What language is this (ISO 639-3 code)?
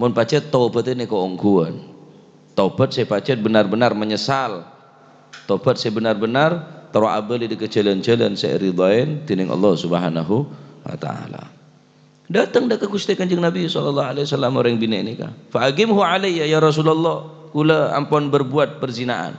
mad